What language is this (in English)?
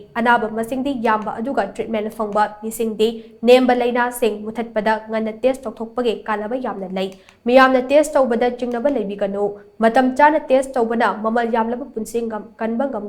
Manipuri